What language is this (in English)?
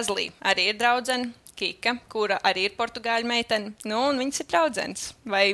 Latvian